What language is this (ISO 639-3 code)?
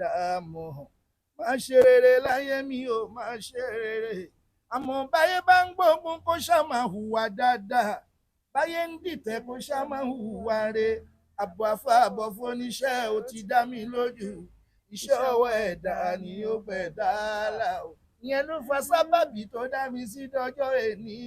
yor